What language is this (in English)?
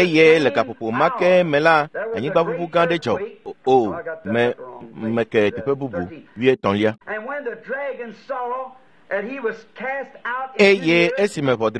Ewe